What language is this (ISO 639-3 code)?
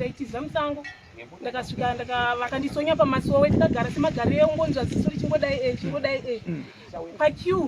sna